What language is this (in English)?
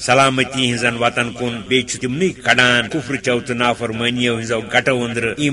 Kashmiri